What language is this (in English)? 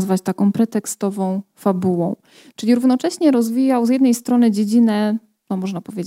Polish